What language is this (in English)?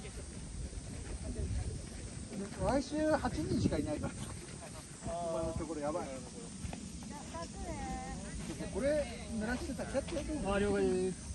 Japanese